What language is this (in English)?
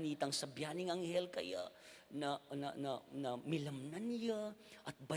Pampanga